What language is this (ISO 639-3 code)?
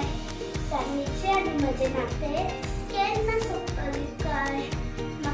kok